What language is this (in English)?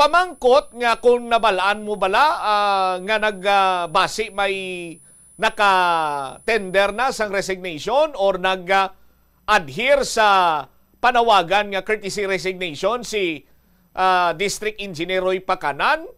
Hiligaynon